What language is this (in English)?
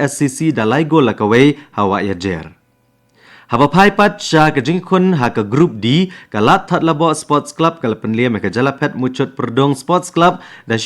Khasi